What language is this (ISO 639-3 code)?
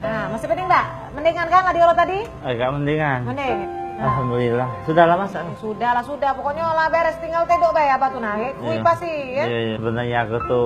mui